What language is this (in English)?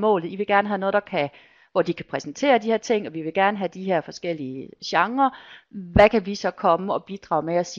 Danish